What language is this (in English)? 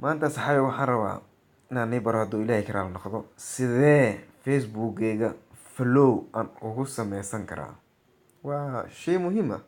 Somali